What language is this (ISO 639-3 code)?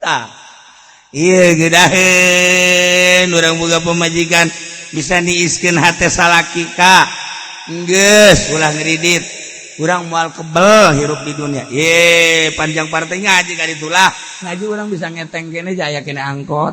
sun